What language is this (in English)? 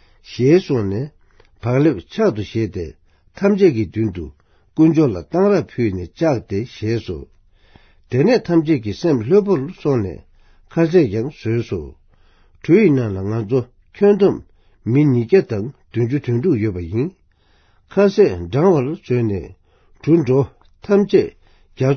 Tibetan